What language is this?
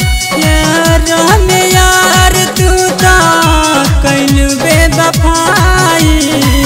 Bhojpuri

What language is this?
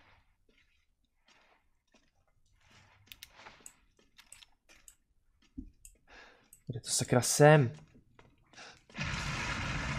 Czech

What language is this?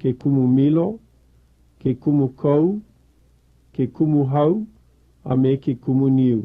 Hawaiian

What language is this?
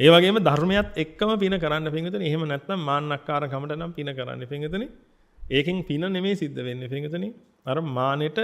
Sinhala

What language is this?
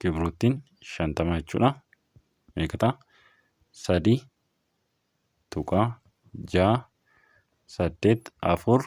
Oromo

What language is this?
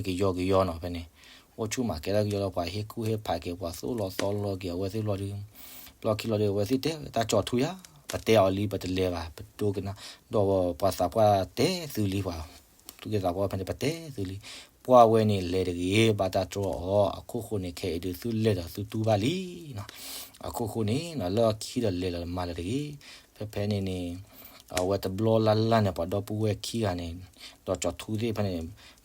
S'gaw Karen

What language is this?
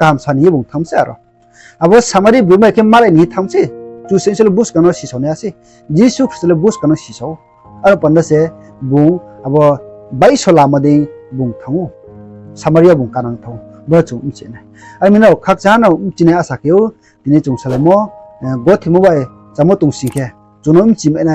Riang (India)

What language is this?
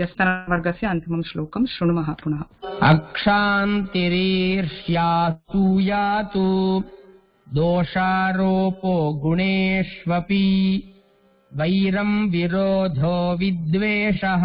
Sanskrit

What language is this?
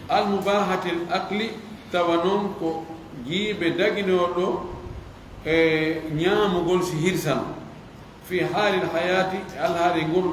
Fula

